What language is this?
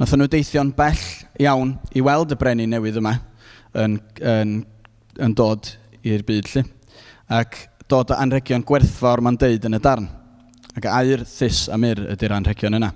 Welsh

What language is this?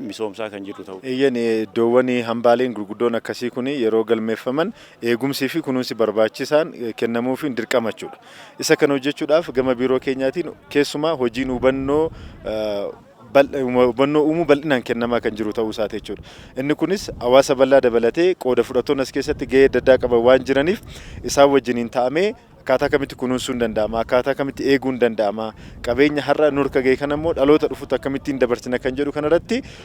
Oromo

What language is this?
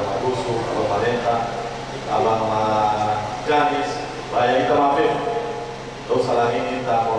Nias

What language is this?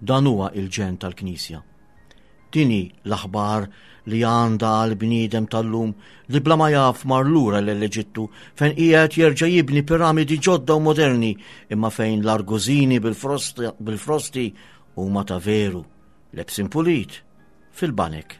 Maltese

